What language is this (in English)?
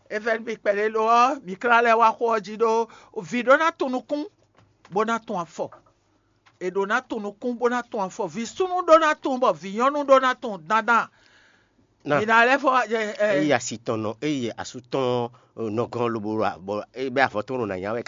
Fon